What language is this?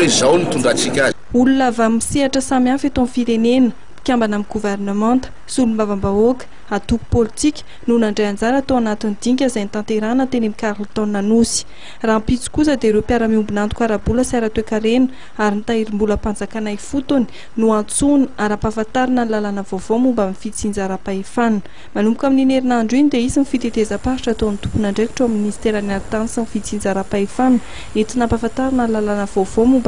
Malagasy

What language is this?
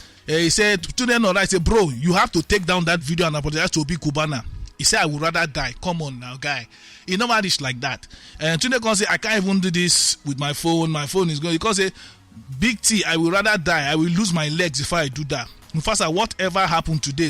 Nigerian Pidgin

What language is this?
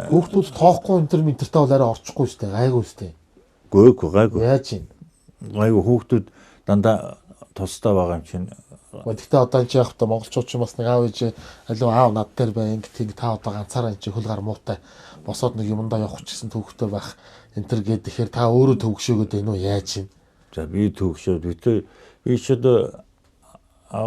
Mongolian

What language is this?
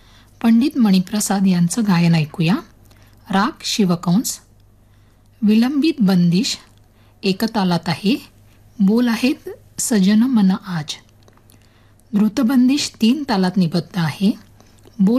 Marathi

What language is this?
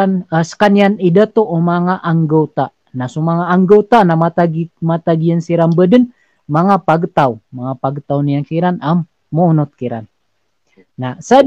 Maranao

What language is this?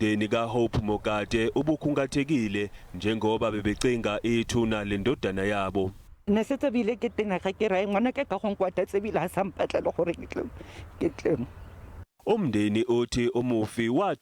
Zulu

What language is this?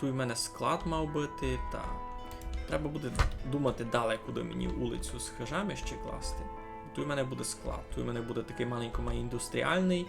Rusyn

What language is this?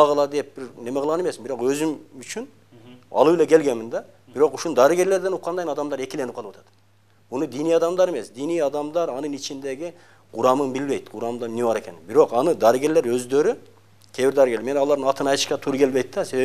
Kyrgyz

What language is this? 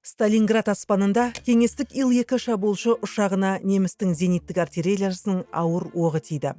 Kazakh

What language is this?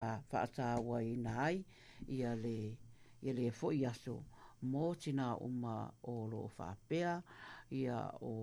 Samoan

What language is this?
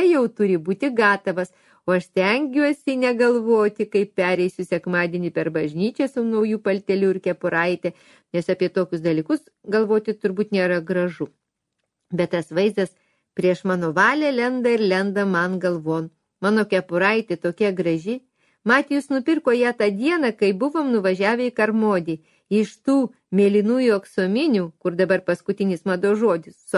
Lithuanian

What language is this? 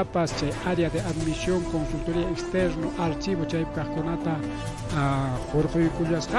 Ayacucho Quechua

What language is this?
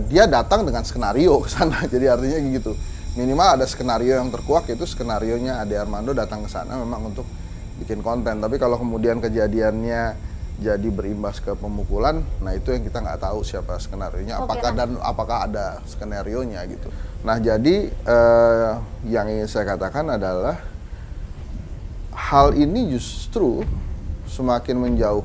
Indonesian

